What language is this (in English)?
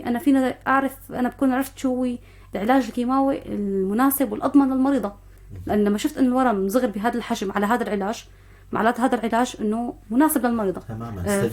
North Levantine Arabic